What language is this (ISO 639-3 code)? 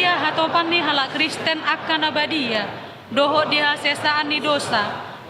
bbc